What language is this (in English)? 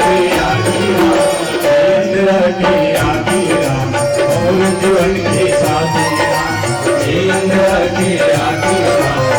Chhattisgarhi